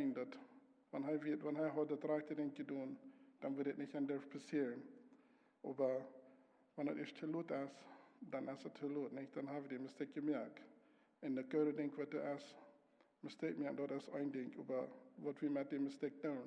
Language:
Plautdietsch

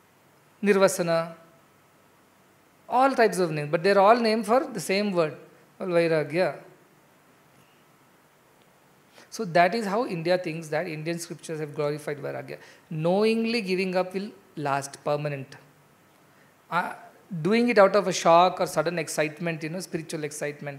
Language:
English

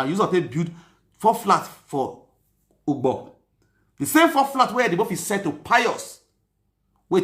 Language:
Nigerian Pidgin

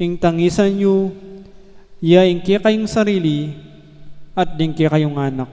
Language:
Pampanga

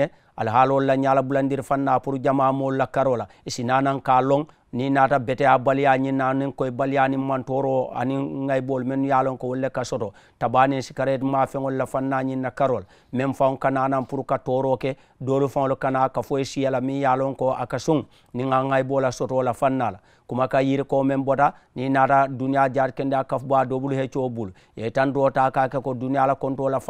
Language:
Mandingo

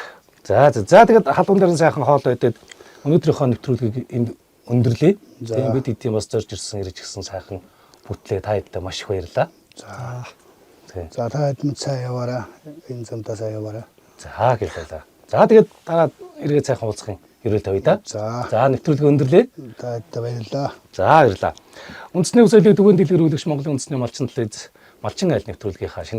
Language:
Mongolian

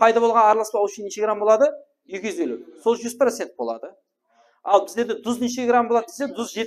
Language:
Kara-Kalpak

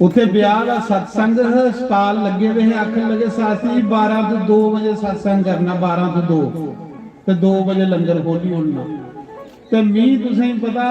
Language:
Dogri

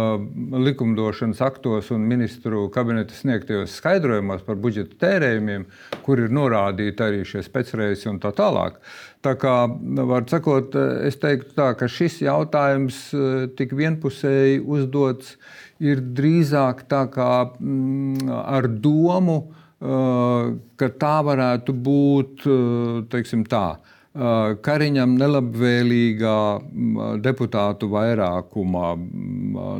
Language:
Latvian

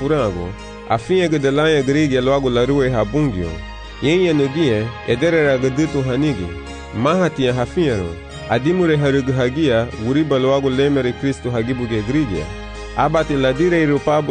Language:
Garifuna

